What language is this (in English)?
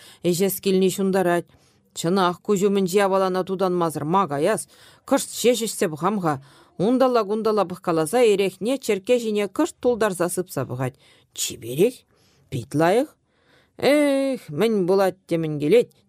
Chuvash